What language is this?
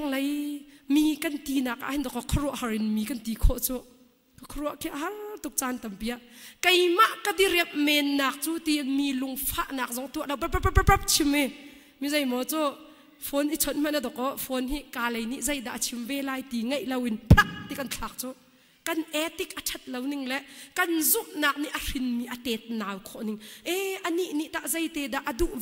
Hakha Chin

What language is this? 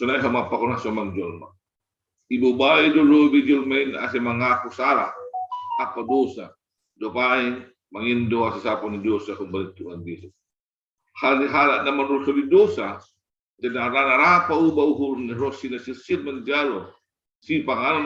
Batak Simalungun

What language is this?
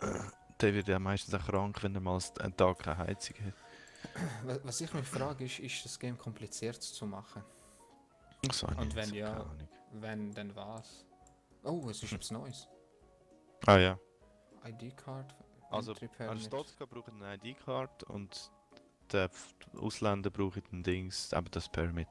Swiss German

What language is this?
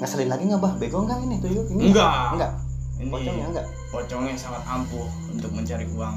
Betawi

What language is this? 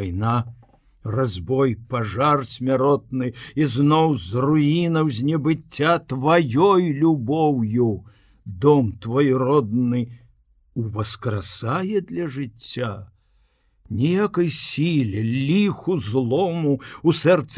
Belarusian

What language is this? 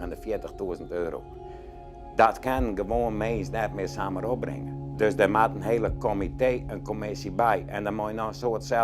Western Frisian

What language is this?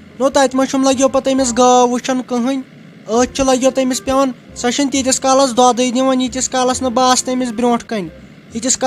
Kashmiri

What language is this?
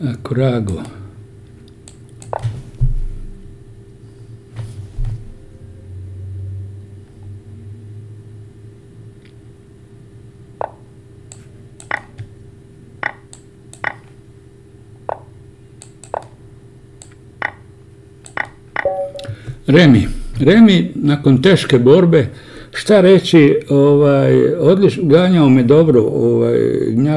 Croatian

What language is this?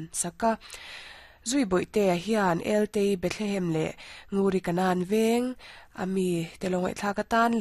Mizo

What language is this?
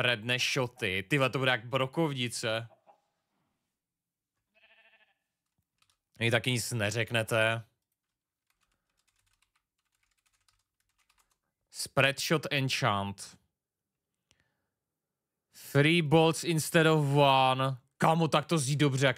Czech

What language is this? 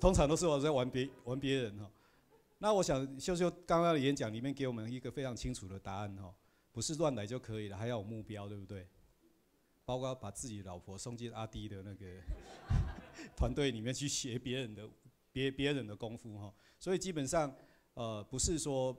Chinese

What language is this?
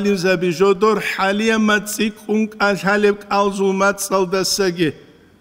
Avaric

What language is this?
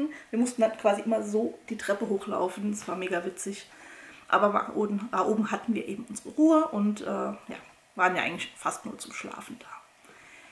German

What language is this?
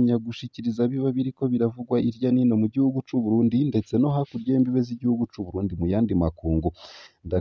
Rundi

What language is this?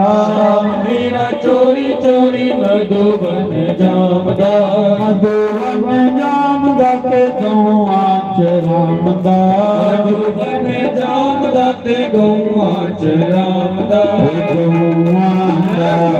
Dogri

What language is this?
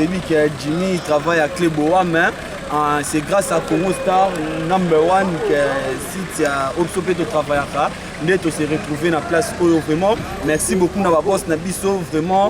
Lingala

